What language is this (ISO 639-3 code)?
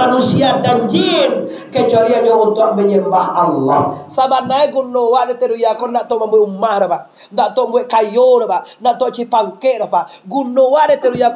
min